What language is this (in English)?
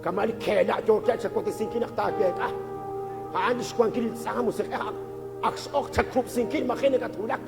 Kekchí